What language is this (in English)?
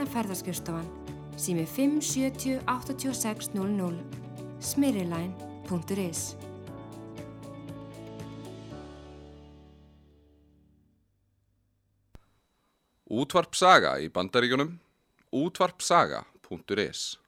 Icelandic